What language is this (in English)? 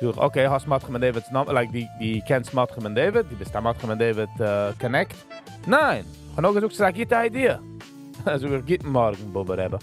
Yiddish